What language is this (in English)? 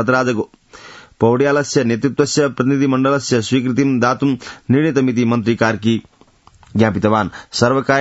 Sanskrit